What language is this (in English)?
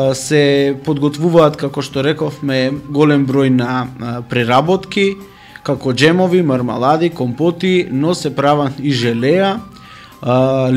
Macedonian